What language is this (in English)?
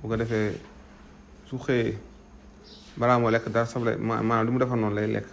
Wolof